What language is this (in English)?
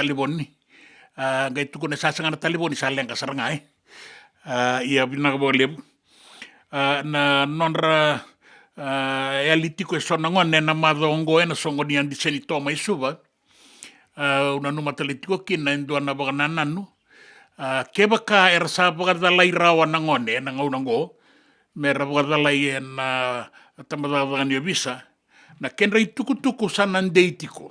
Fijian